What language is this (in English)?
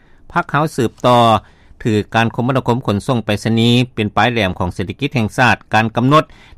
Lao